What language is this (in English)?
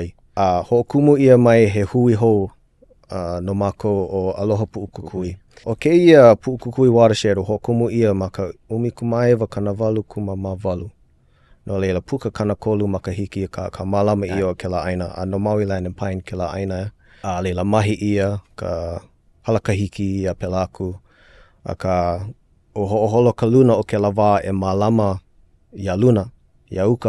Hawaiian